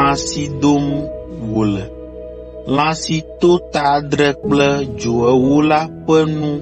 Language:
Ewe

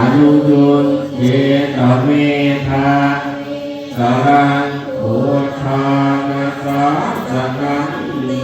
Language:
Pali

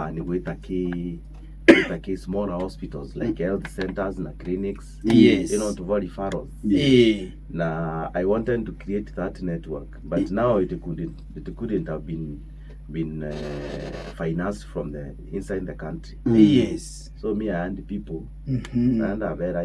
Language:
Meru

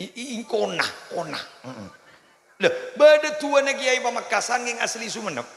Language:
Madurese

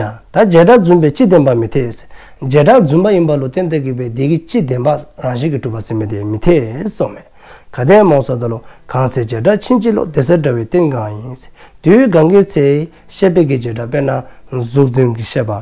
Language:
Dzongkha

